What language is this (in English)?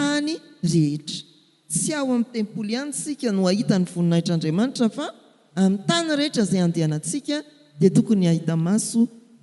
Malagasy